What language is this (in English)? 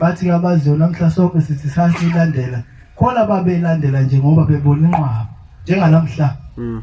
Zulu